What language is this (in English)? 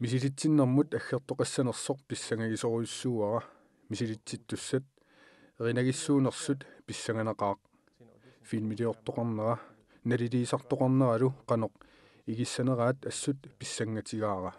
Kalaallisut